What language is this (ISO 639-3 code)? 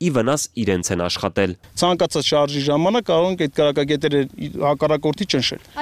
hye